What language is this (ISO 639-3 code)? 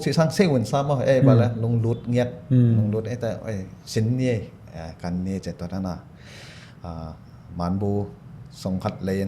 ctd